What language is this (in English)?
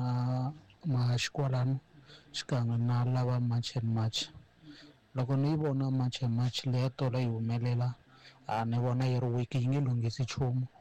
Tsonga